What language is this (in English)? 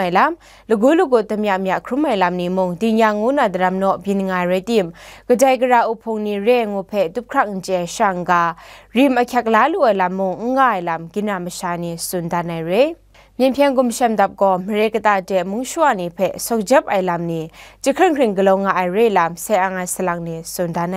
Kachin